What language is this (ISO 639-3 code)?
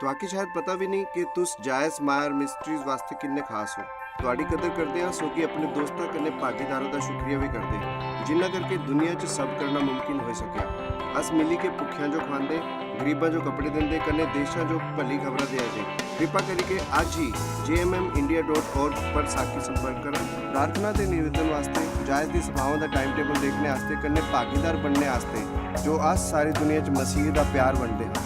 doi